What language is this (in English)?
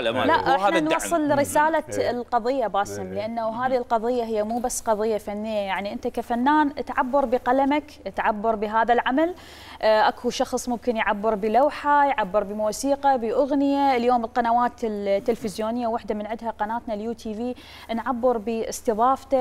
Mesopotamian Arabic